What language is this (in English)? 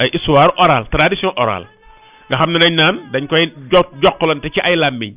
Wolof